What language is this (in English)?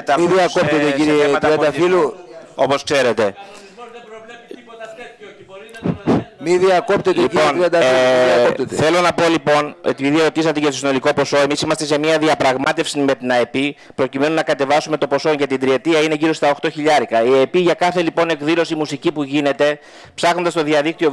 Greek